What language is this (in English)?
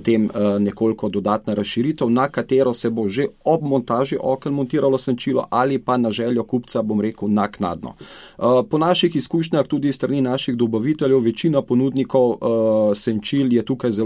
Slovenian